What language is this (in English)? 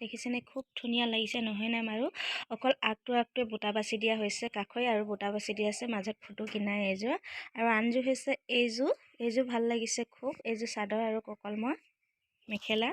Assamese